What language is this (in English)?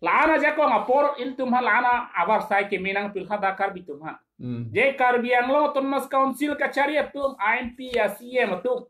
Karbi